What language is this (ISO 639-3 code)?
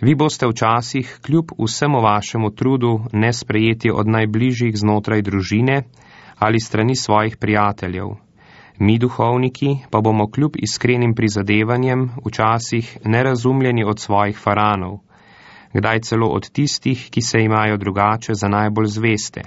slv